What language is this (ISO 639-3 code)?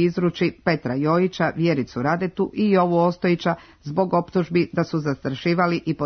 srp